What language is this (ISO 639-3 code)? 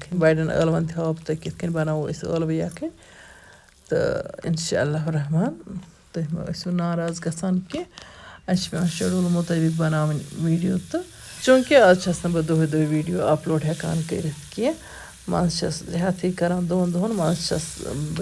kas